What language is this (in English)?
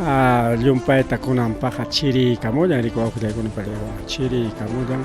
Ayacucho Quechua